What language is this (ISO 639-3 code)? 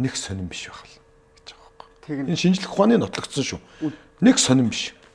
mon